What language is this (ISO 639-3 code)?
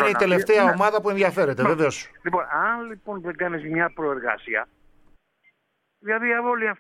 ell